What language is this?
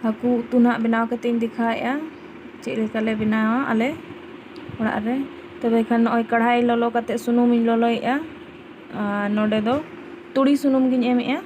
Santali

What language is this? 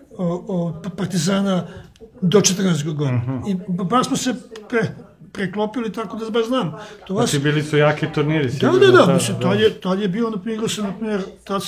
Serbian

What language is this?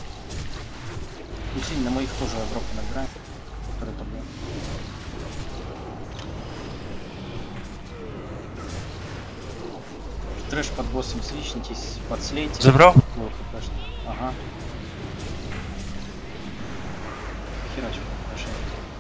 Russian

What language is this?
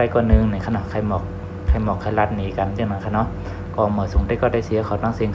Shan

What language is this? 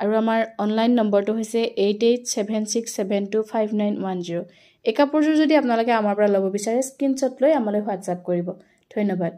Assamese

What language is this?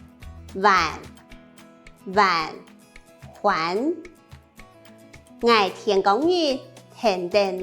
Hakka Chinese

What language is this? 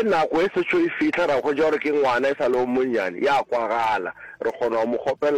Northern Sotho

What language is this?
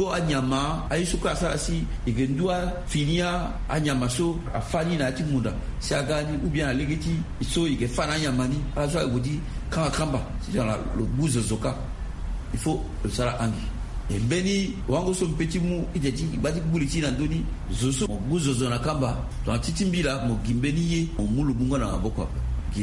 Sango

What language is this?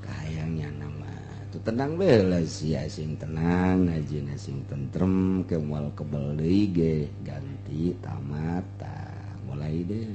Sundanese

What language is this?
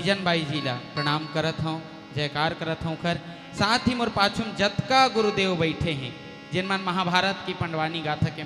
Chhattisgarhi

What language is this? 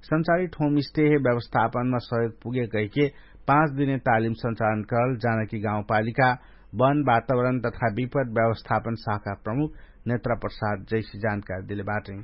Dangaura Tharu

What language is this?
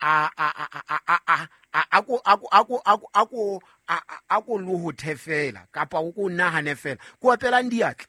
Southern Sotho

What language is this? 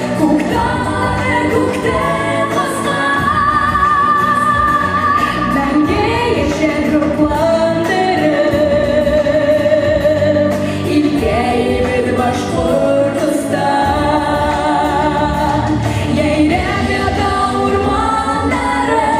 Bashkir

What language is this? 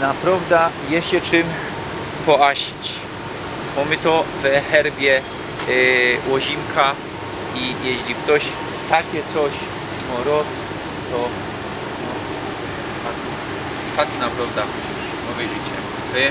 Silesian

